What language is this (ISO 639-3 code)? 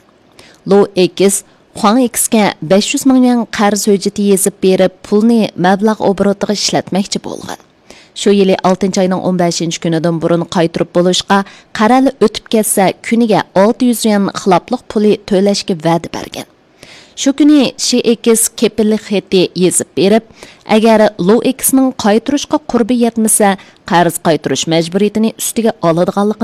uig